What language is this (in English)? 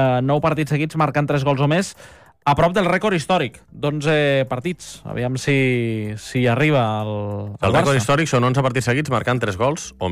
Catalan